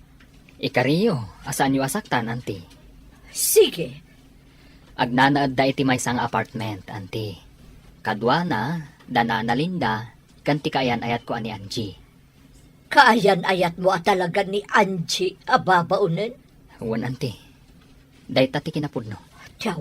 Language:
Iloko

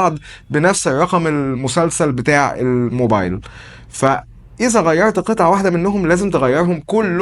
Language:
Egyptian Arabic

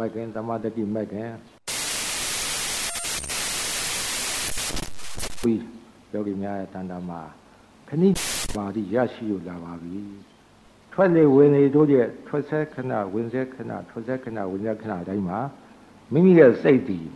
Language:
Burmese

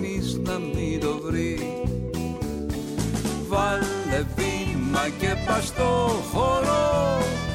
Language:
Greek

